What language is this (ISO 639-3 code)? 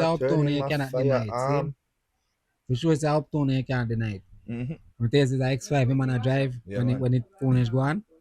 jam